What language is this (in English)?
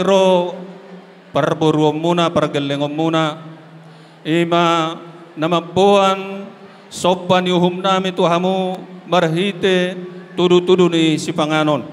Batak Toba